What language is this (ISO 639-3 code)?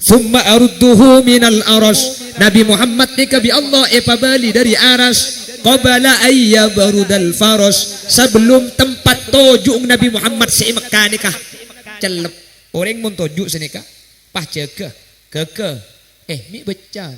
mad